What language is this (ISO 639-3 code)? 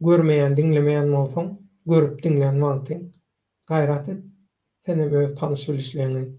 tuk